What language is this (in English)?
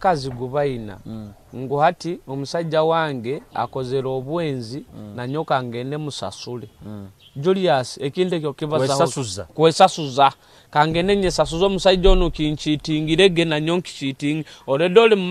Nyoro